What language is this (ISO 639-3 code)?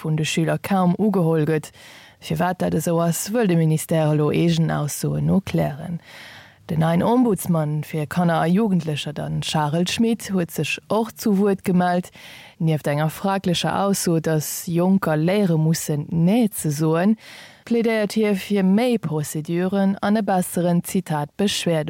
ltz